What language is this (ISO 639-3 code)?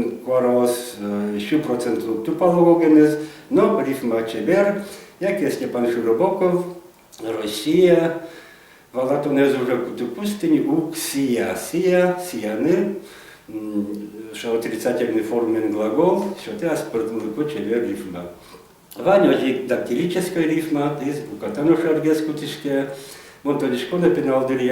udm